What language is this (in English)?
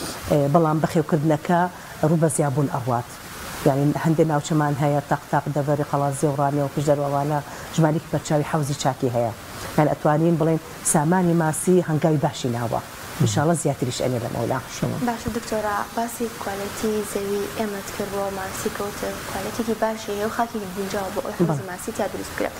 Central Kurdish